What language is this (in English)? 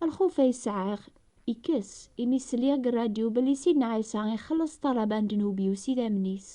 Kabyle